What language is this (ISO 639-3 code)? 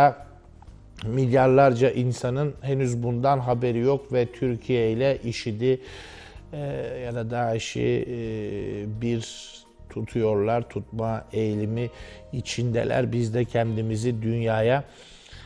tur